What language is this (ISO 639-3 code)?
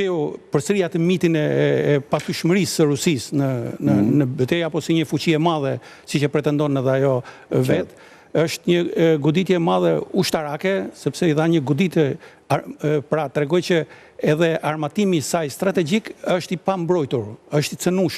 sqi